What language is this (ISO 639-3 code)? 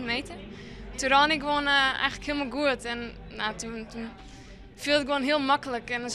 fry